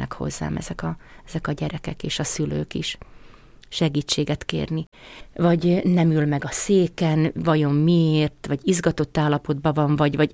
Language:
Hungarian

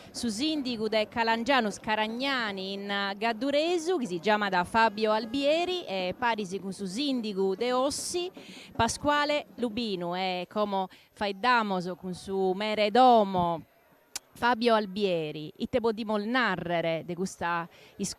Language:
Sardinian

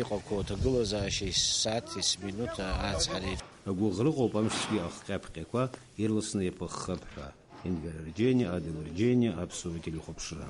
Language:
Abkhazian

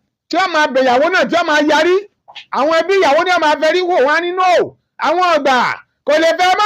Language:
Yoruba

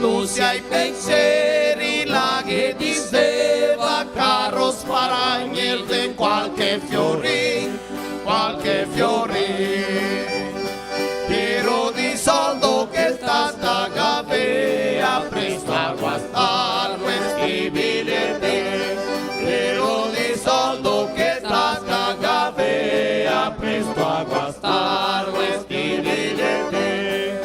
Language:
Venetian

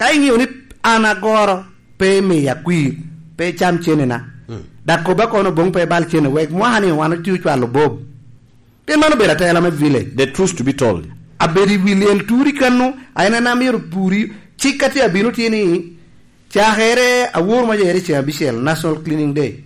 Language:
Lango (Uganda)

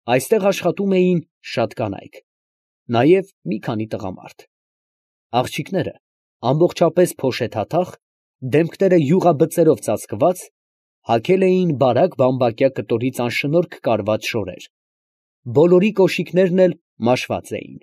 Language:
Armenian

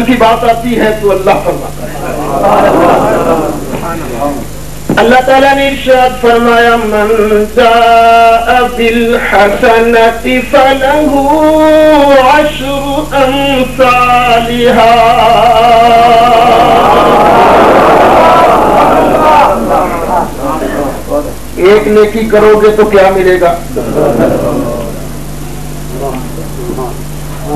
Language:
Urdu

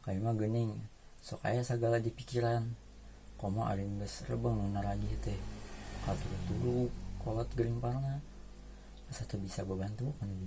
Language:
Sundanese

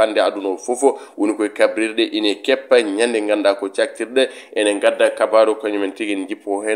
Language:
Fula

